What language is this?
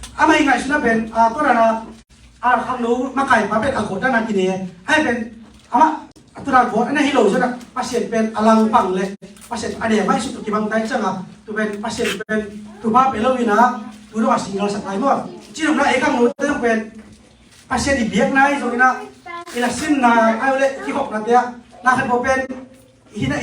Tedim Chin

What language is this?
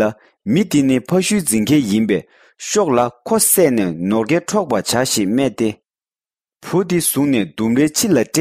Tibetan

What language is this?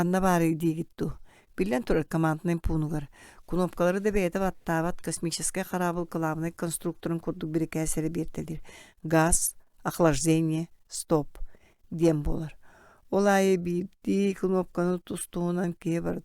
Yakut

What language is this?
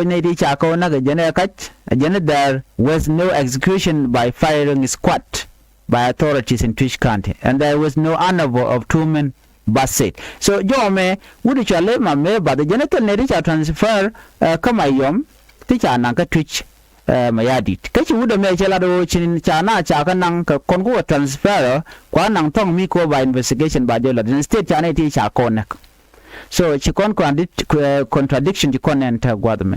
Nuer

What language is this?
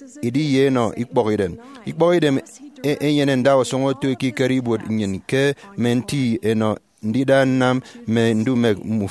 Efik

